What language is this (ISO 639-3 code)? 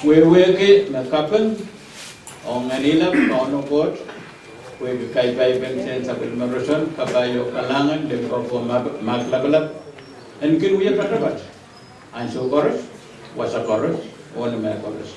pon